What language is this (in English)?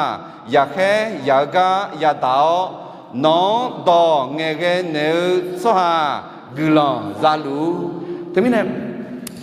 Akha